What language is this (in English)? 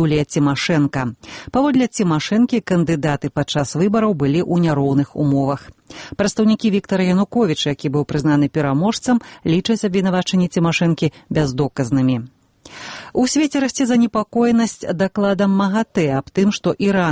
Belarusian